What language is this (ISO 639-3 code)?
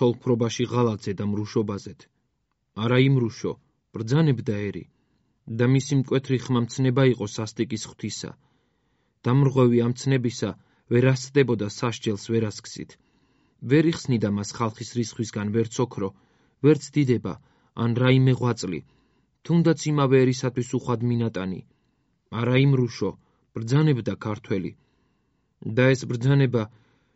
kat